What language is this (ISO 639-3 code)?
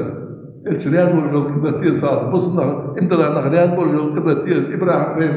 inh